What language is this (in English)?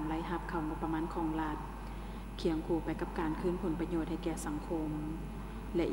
Lao